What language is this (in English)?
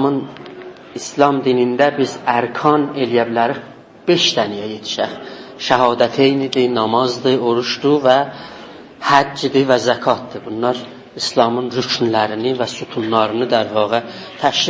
South Azerbaijani